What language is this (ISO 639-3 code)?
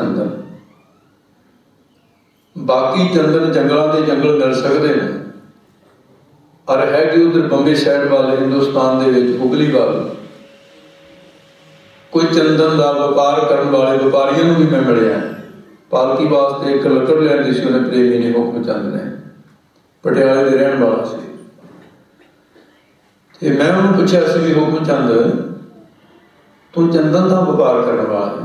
pan